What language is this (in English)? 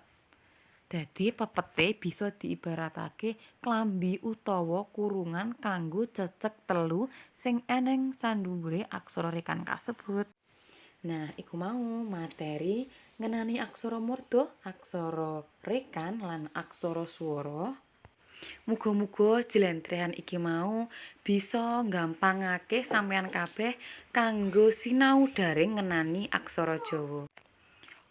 Javanese